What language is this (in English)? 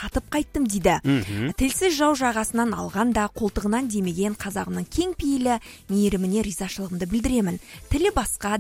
Kazakh